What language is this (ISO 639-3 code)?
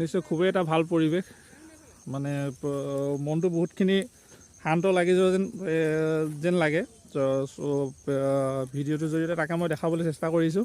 asm